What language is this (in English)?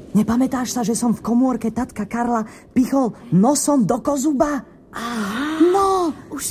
Slovak